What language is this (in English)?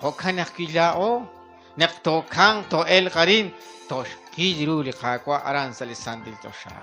Kekchí